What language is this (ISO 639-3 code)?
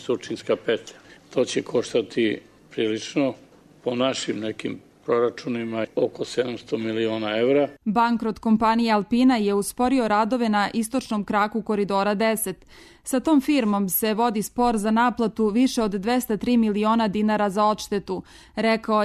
srp